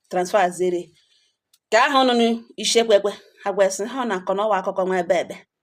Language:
Igbo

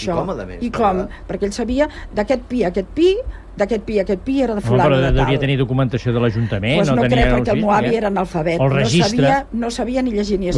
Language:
Catalan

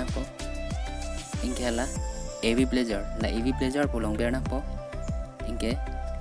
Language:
Karbi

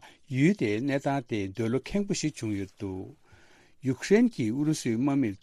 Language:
Tibetan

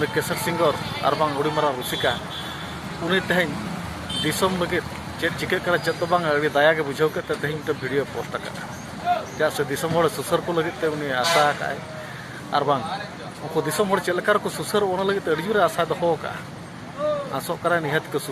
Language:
Santali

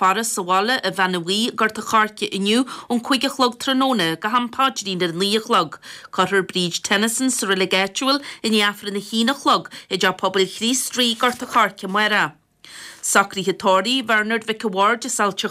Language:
Irish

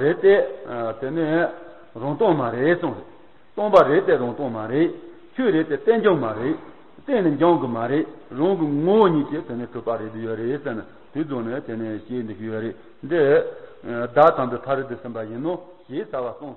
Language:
Tibetan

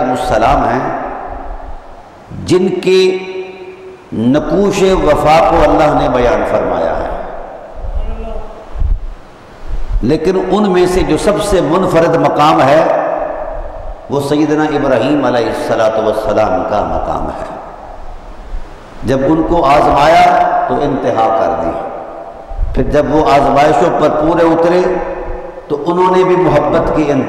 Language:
Urdu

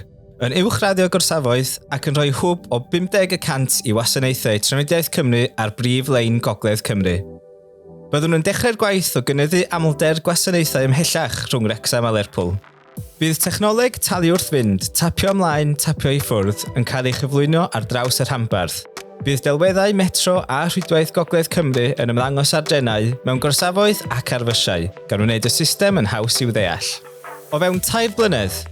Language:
Welsh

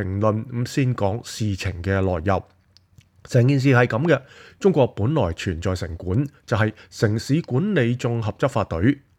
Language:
Cantonese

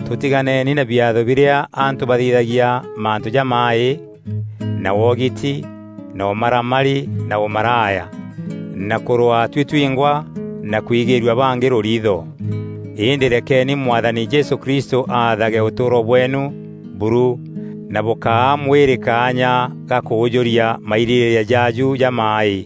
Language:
Meru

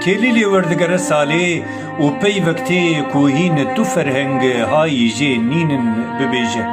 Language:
Kurdish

